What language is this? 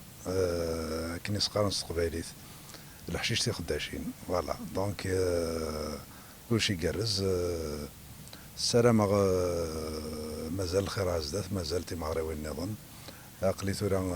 Kabyle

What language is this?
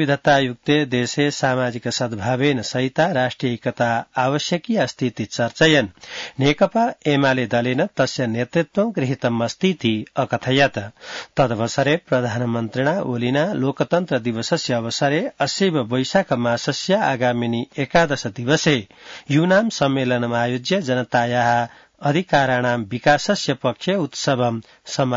Sanskrit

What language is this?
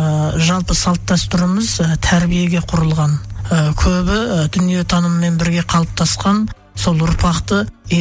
Kazakh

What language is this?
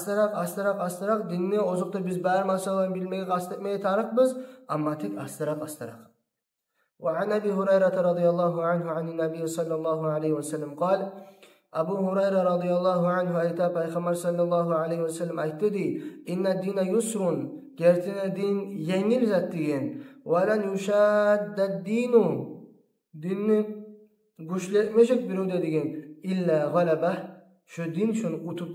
Kumyk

